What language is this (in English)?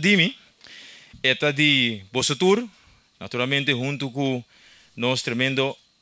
Papiamento